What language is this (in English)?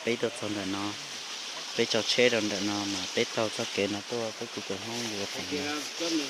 Hmong